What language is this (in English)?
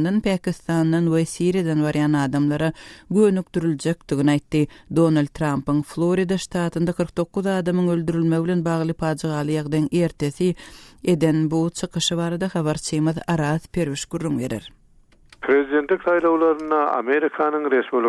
Turkmen